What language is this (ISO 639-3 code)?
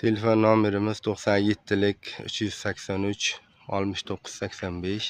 uzb